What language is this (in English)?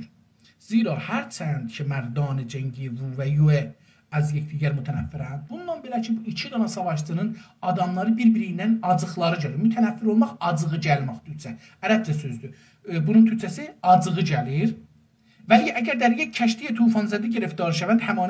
South Azerbaijani